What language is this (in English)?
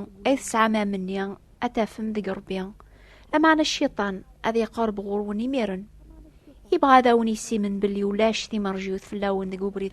Kabyle